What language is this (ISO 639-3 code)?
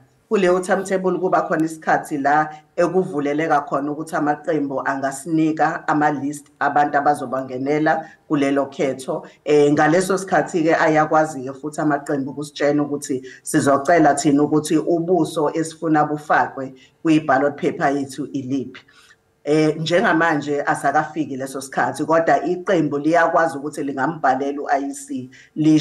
zul